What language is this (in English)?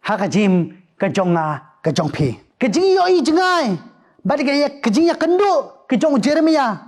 Khasi